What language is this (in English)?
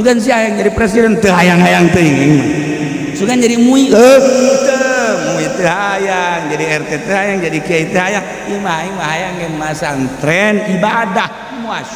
Sundanese